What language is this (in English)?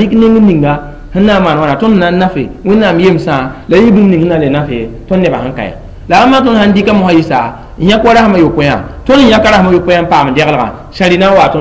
Mossi